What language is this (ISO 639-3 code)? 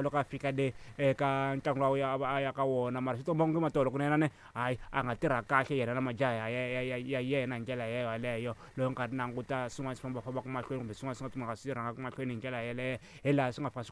tso